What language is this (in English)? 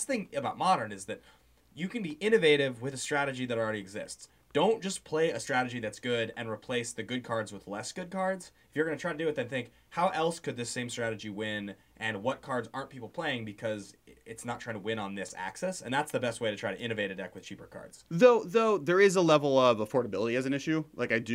English